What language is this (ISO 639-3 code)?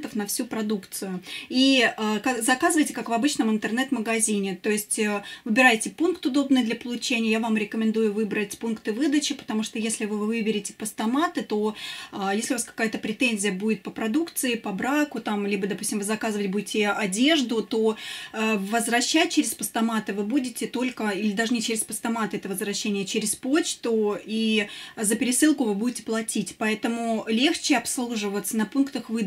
rus